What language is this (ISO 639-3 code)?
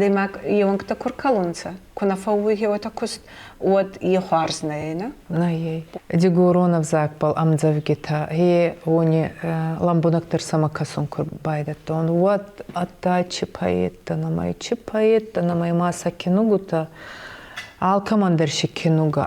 oss